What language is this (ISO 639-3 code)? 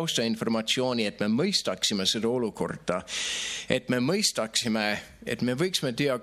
est